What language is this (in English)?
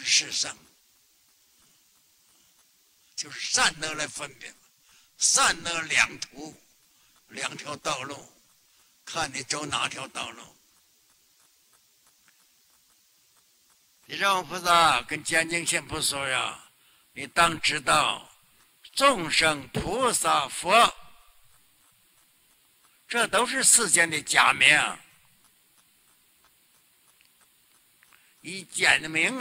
Chinese